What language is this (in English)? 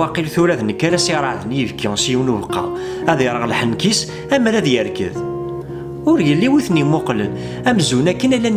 Kabyle